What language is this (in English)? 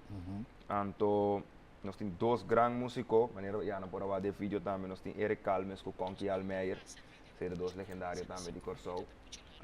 Papiamento